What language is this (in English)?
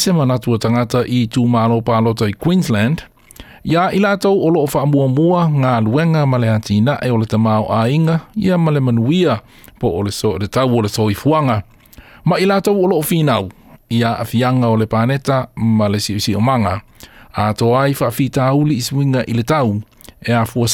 Samoan